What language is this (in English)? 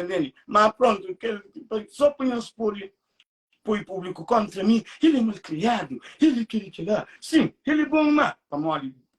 Kabuverdianu